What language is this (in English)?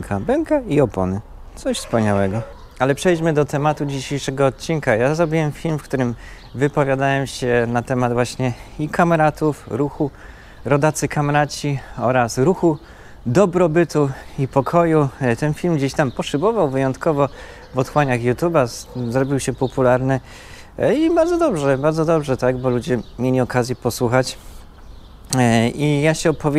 Polish